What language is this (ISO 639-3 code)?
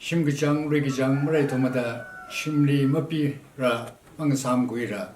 nmf